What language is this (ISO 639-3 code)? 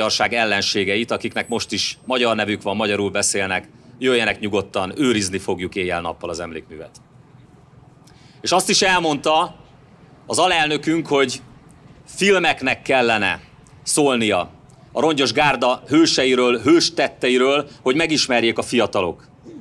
hun